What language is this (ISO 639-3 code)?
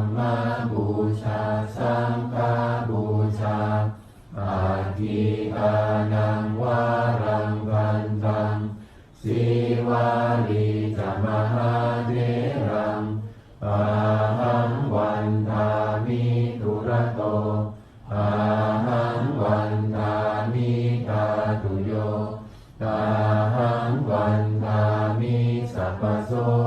pli